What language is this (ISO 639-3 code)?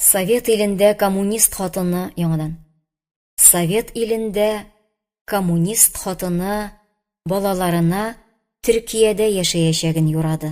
tat